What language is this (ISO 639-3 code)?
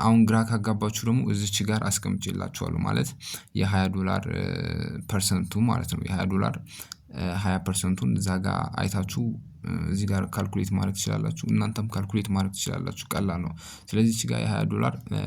amh